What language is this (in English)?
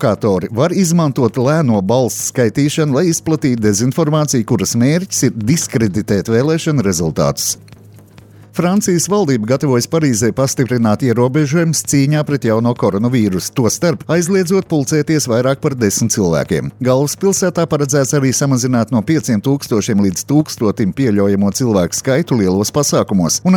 Latvian